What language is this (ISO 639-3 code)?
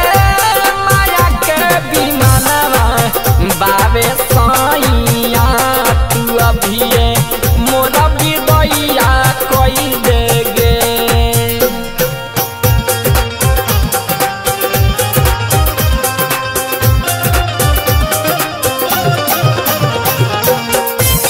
bho